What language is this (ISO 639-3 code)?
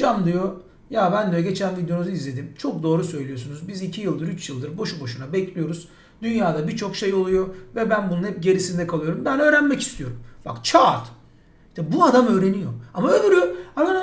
tur